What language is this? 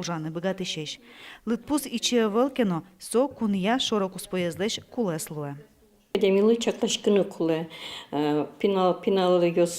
Udmurt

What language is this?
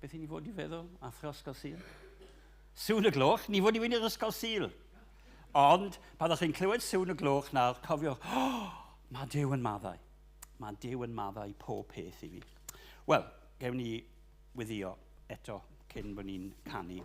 Welsh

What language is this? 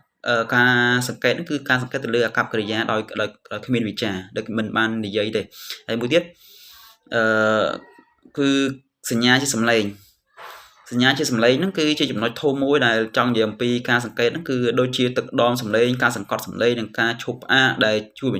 Khmer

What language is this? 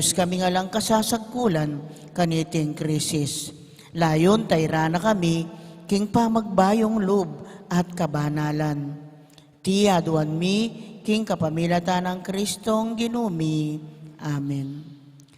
Pampanga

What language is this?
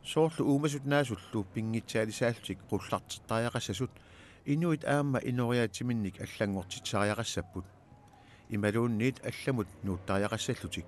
Kalaallisut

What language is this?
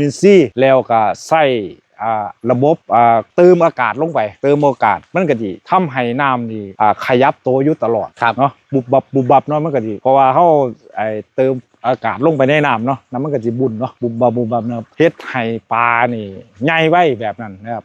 Northeastern Thai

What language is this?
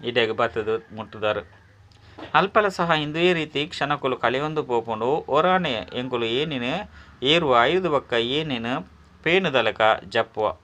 Tulu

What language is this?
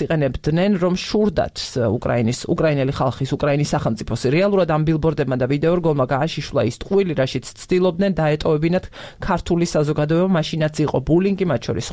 Georgian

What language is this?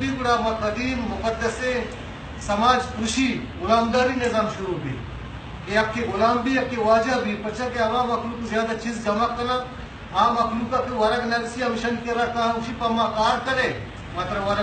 Baluchi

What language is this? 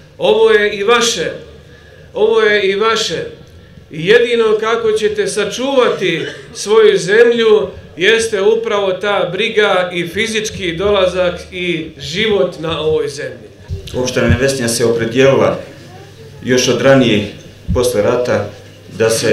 Bosnian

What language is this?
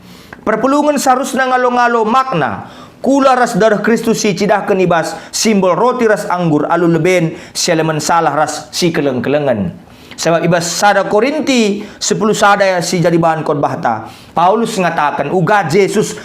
Batak Karo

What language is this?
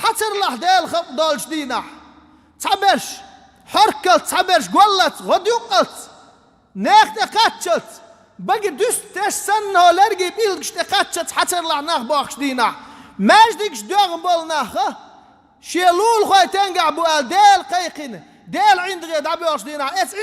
Chechen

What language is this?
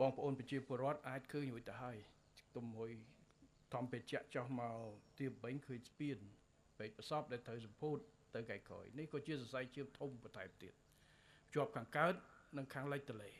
Khmer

